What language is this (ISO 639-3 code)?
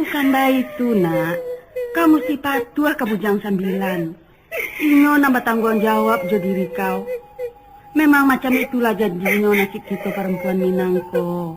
min